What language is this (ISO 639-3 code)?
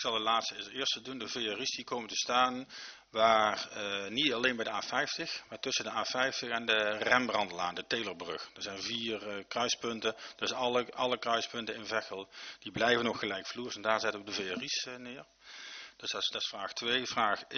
nld